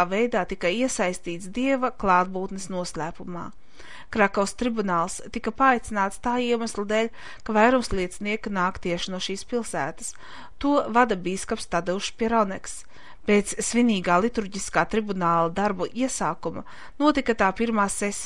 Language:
Latvian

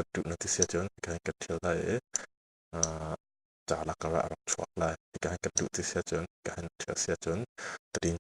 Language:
Hakha Chin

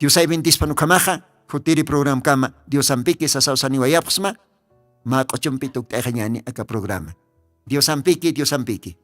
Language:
Aymara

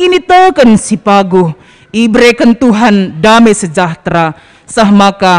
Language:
Batak Karo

